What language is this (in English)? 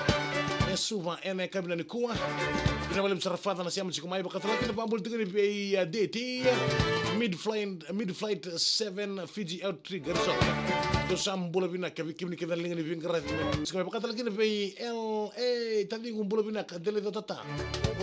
Fijian